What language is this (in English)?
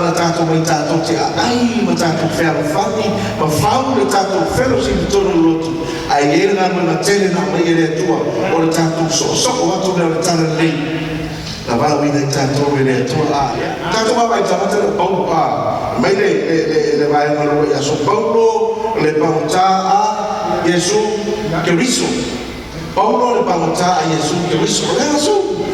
Samoan